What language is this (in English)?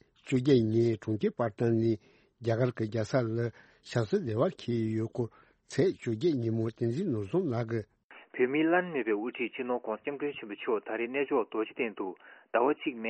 Tibetan